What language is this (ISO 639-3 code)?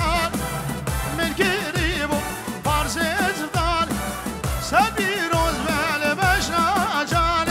kur